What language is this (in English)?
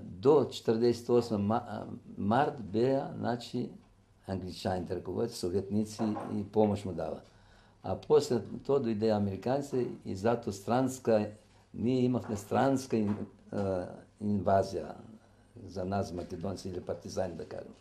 Macedonian